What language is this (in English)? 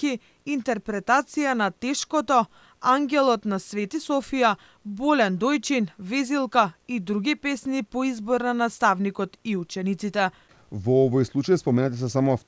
Macedonian